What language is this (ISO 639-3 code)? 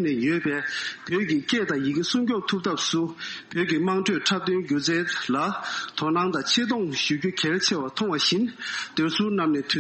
bod